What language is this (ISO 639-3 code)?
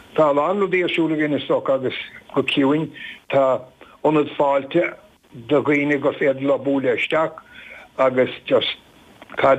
gle